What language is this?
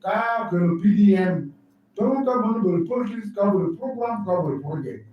Lango (Uganda)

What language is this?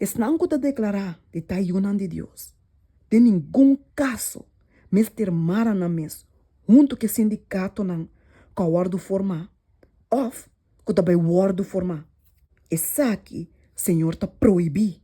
Papiamento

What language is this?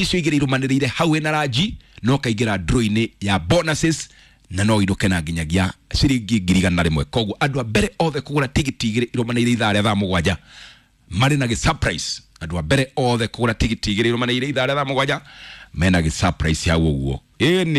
Kikuyu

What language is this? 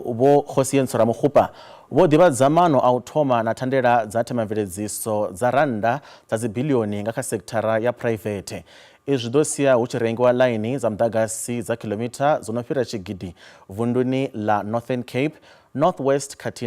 Venda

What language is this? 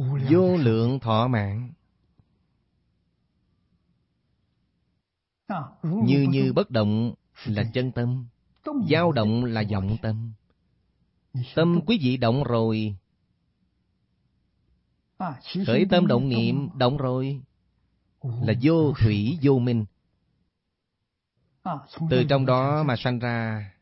Vietnamese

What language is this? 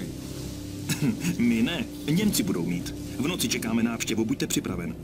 Czech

